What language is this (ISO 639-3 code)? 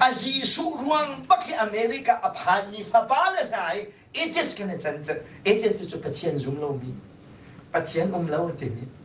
cnh